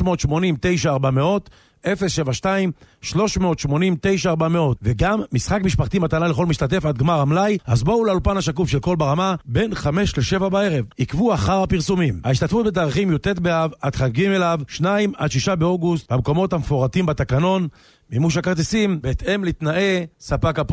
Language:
Hebrew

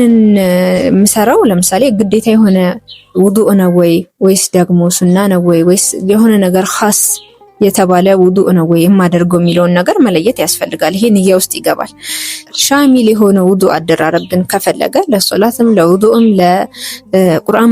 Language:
Amharic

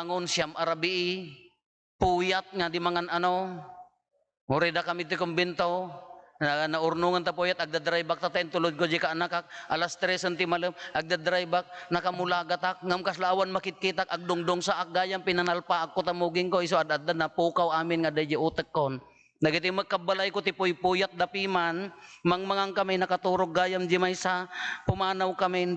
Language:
Iloko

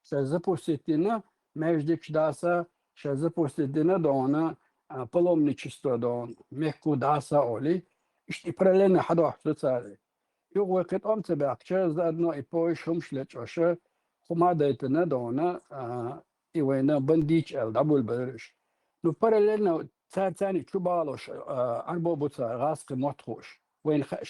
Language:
Chechen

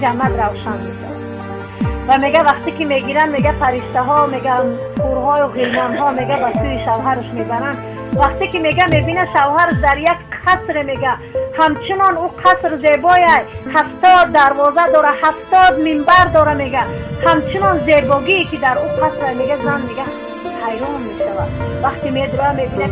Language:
Tajik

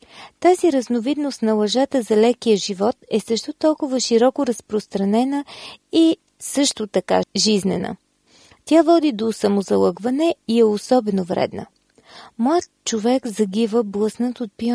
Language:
Bulgarian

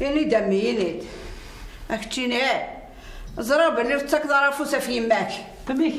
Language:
Kabyle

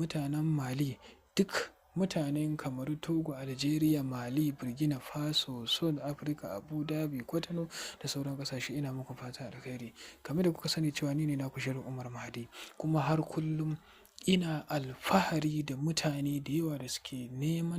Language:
Hausa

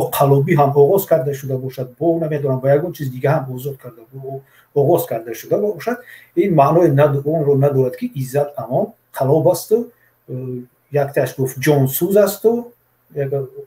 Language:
Tajik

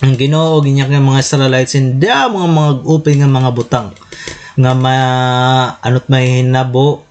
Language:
Waray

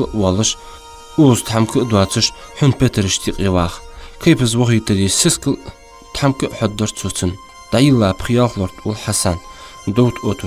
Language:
Ingush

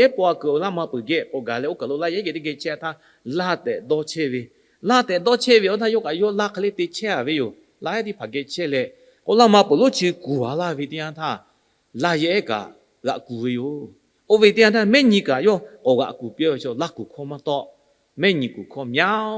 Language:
Lahu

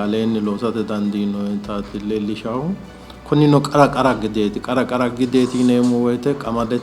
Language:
Sidamo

